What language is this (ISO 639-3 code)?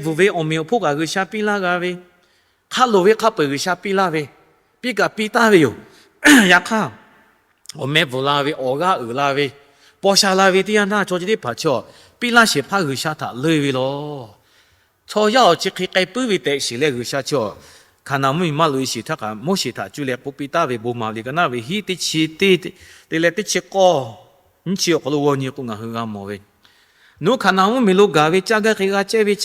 lhu